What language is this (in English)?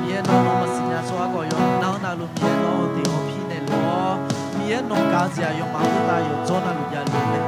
Akha